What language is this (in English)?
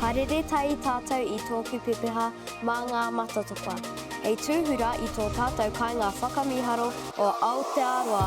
Māori